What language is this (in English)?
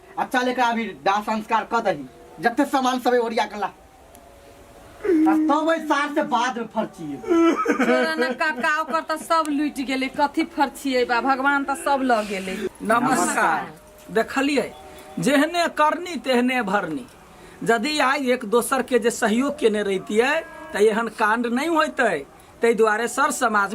Maithili